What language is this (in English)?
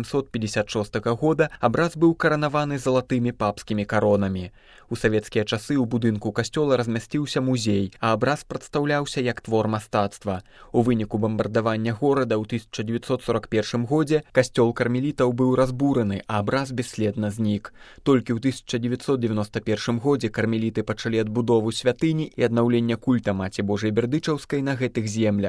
Belarusian